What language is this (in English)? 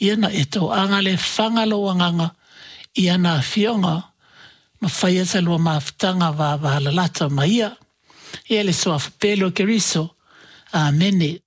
Samoan